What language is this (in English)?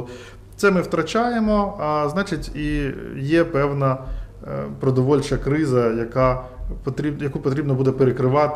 Ukrainian